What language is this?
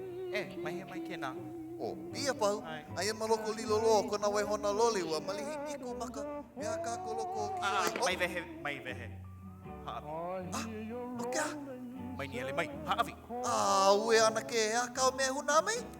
Hawaiian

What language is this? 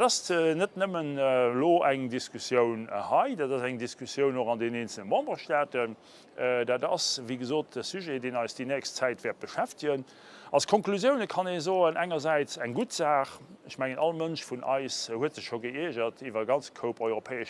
Luxembourgish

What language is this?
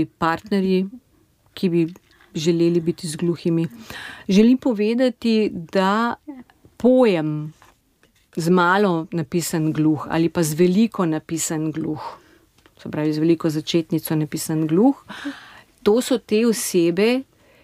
Slovenian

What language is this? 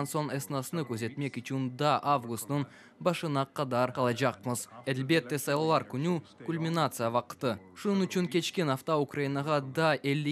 Crimean Tatar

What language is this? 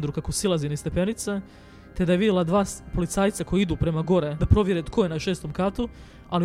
Croatian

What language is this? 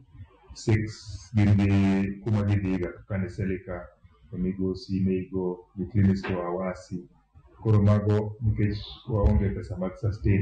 Luo (Kenya and Tanzania)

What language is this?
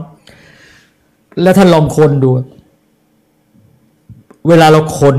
Thai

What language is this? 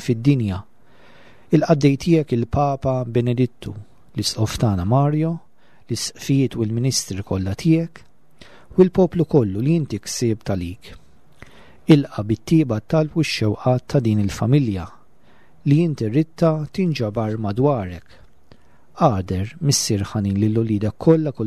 Maltese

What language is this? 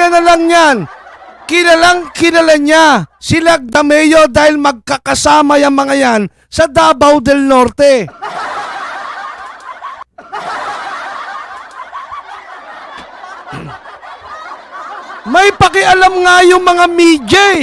Filipino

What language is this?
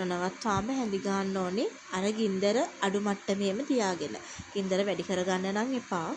Sinhala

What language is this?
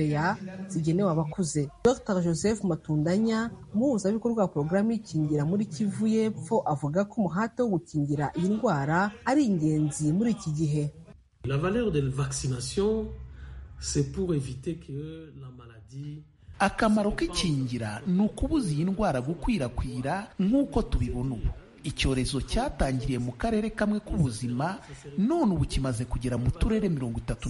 Kinyarwanda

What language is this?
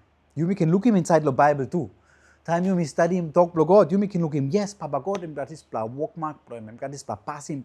Tok Pisin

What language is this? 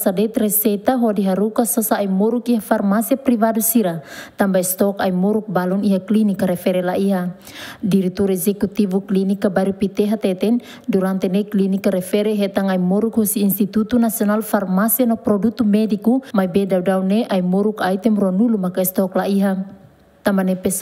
Tetum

